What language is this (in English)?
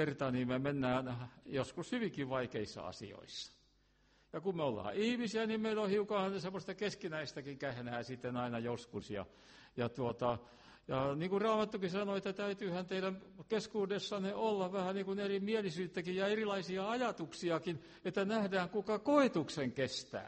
Finnish